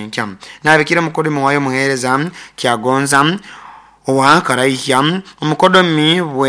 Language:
Nyoro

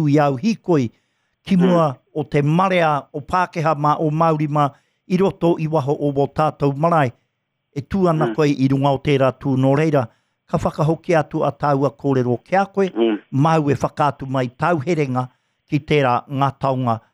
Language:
Māori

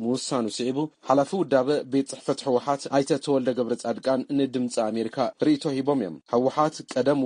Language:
Tigrinya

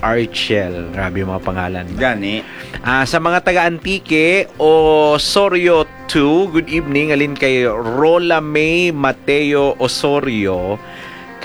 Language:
Hiligaynon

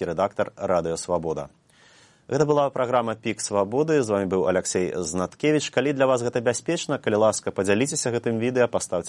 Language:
Belarusian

